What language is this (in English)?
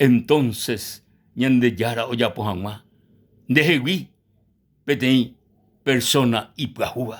Guarani